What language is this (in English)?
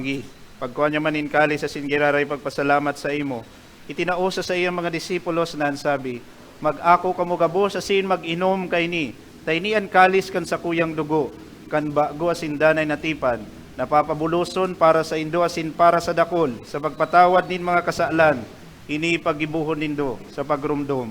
Bikol